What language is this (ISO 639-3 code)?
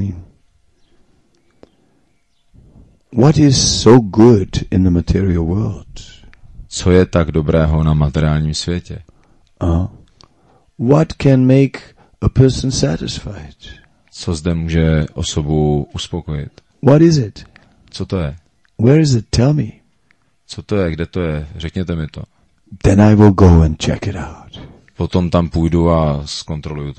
ces